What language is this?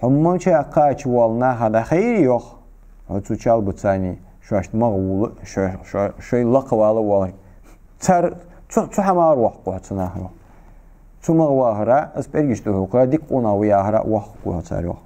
Ingush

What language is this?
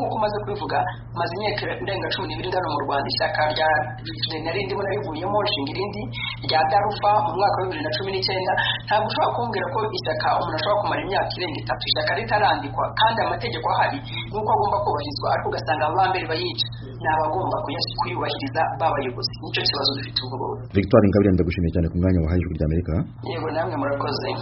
Kinyarwanda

